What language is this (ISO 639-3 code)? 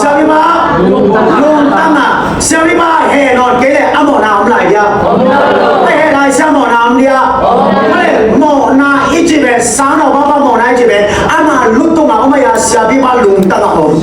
ctd